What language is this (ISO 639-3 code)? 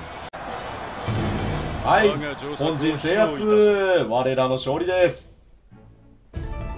jpn